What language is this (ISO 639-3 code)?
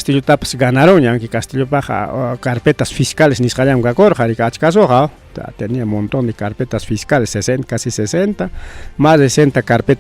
quy